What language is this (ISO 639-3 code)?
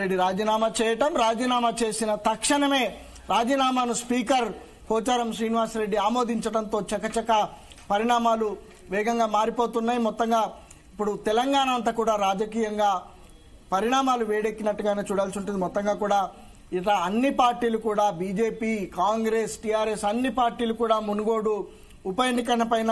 tel